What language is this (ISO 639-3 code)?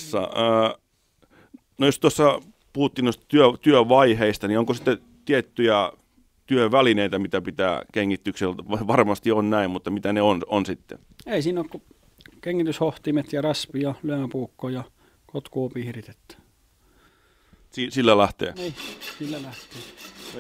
fin